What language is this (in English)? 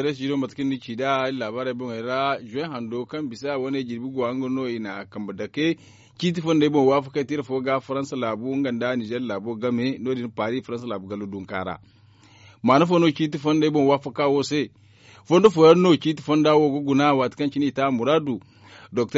Zarma